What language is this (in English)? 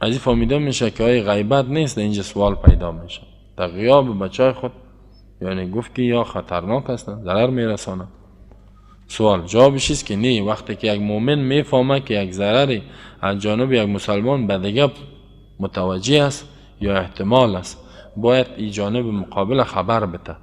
Persian